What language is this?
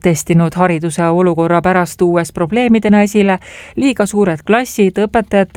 Estonian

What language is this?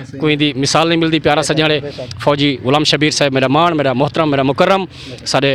Saraiki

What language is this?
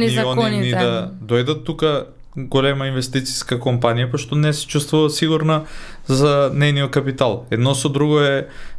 Macedonian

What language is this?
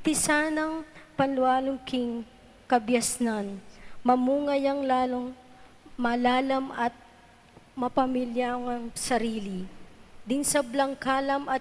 Pampanga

